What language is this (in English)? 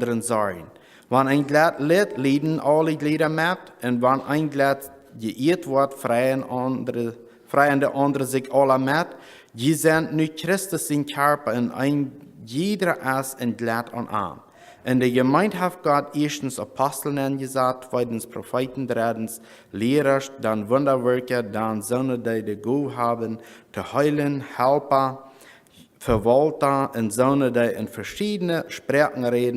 Plautdietsch